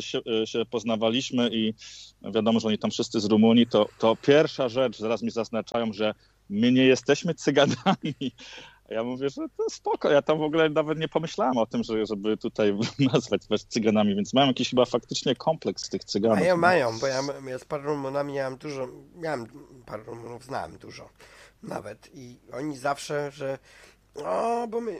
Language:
Polish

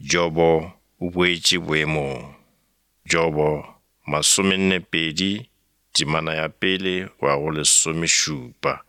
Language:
Northern Sotho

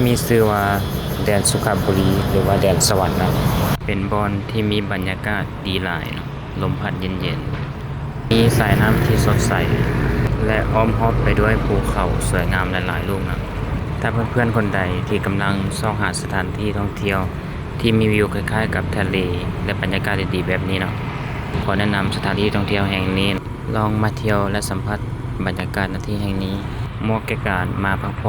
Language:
Lao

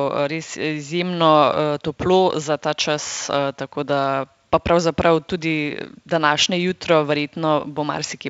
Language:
Slovenian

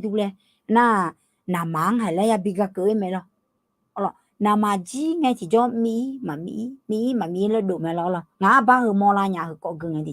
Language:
Akha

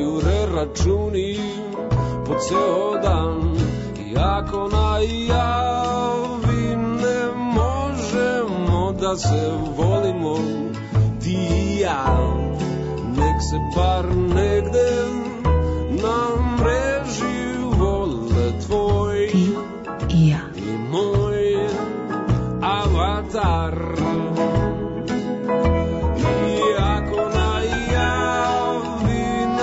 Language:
Serbian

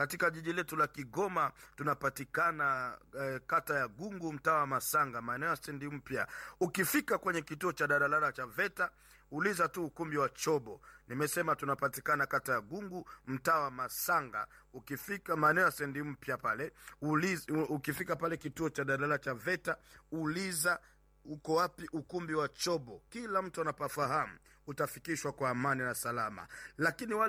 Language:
Swahili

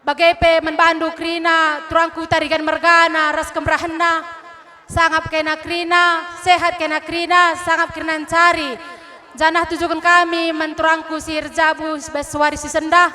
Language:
Batak Karo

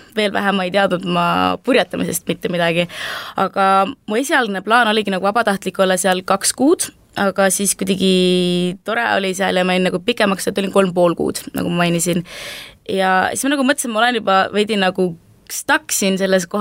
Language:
Estonian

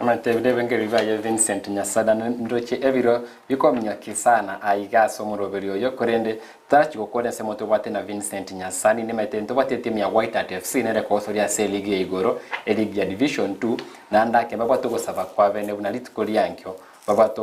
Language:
Gusii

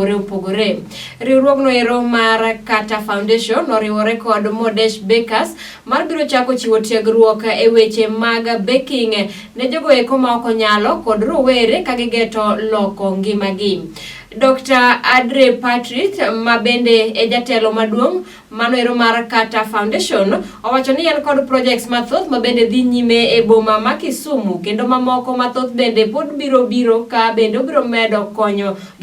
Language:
Luo (Kenya and Tanzania)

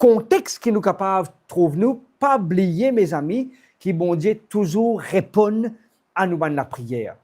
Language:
Morisyen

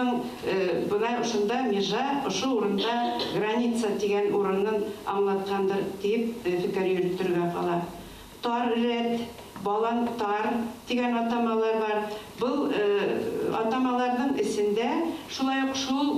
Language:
Bashkir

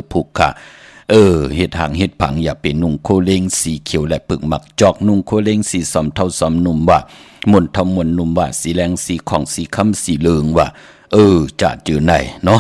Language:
Shan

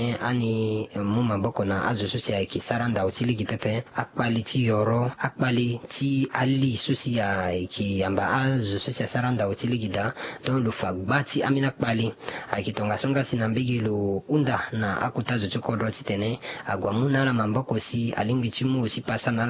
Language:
Sango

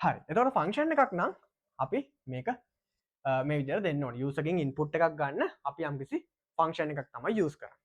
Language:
Sinhala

